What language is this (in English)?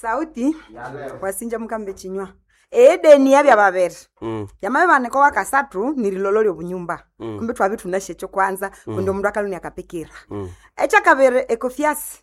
Nande